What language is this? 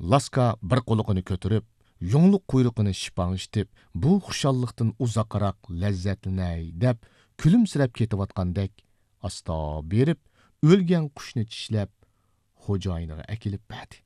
Uyghur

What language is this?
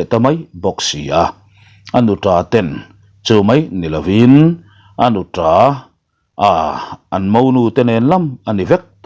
Mizo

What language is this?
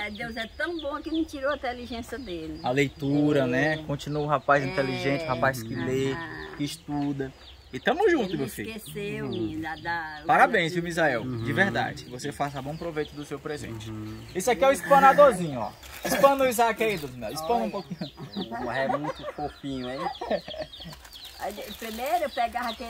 Portuguese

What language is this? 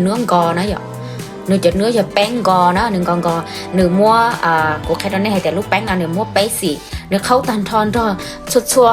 Hmong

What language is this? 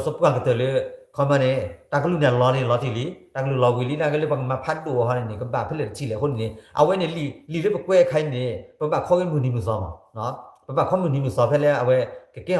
S'gaw Karen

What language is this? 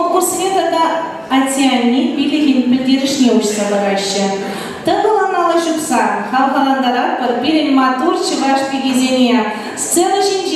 Chuvash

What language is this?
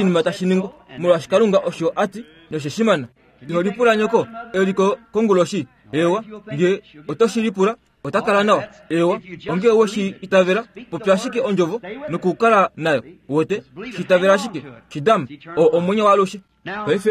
Kuanyama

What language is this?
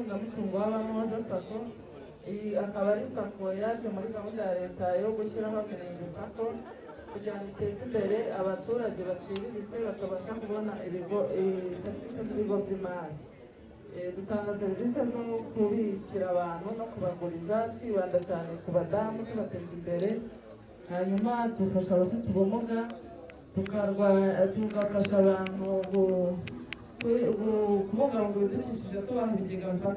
Kinyarwanda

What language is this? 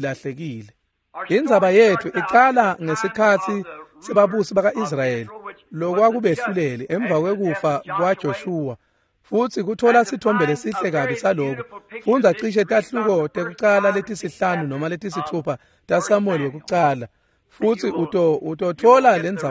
Swati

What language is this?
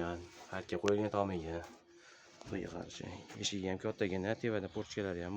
Uzbek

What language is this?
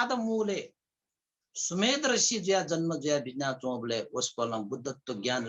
Newari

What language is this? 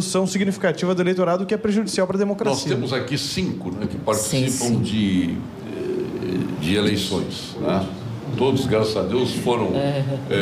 Portuguese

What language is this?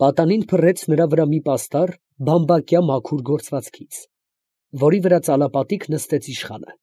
Armenian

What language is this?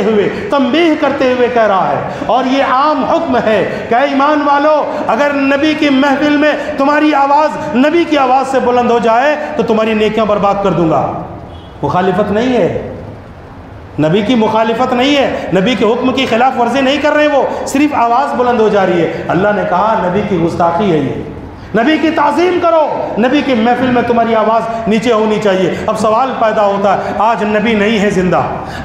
Urdu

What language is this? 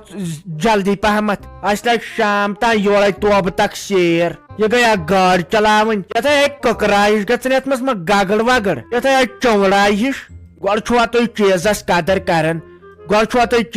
Kashmiri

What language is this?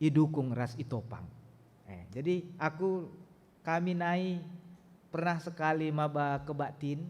Batak Karo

